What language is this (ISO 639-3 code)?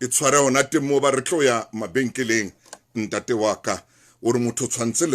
sot